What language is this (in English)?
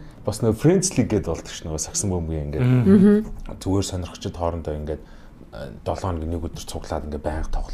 Mongolian